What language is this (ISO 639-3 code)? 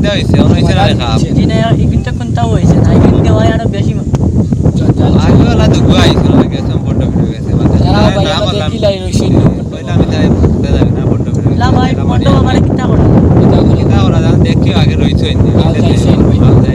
syl